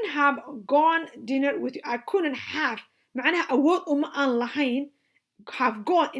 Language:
Somali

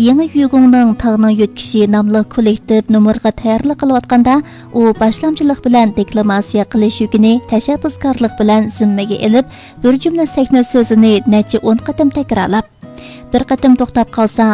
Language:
Uyghur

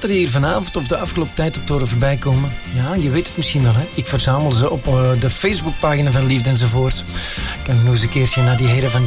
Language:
Dutch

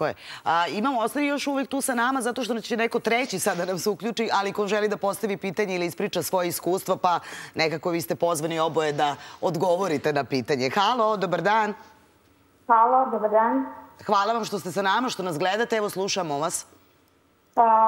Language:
Serbian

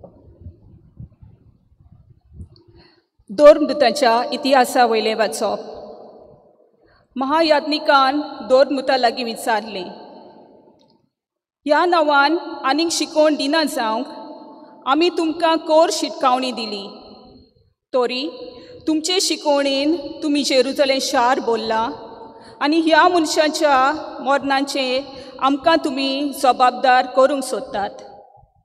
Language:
Konkani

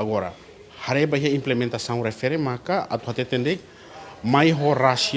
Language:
Tetum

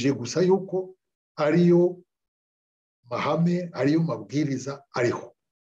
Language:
Kinyarwanda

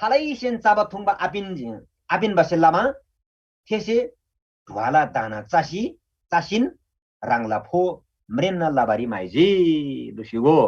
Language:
Eastern Tamang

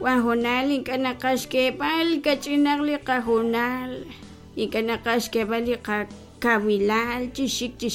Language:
Kekchí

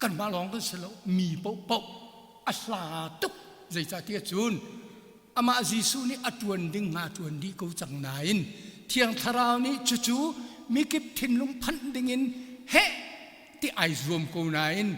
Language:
Hakha Chin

